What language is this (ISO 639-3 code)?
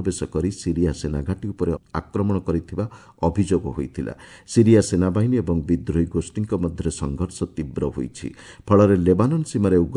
ori